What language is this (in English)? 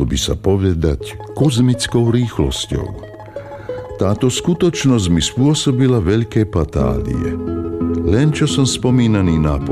Slovak